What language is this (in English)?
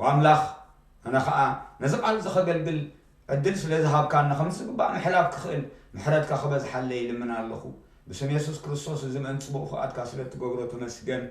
Tigrinya